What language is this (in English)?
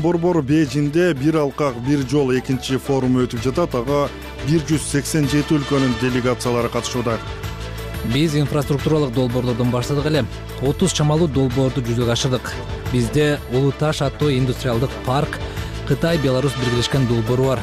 Kyrgyz